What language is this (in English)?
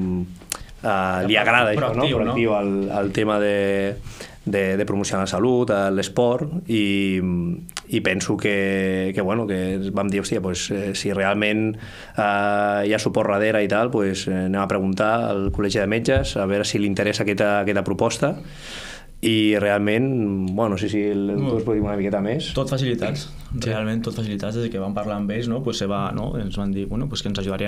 Catalan